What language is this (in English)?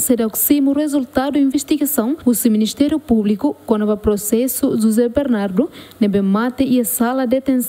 Tetum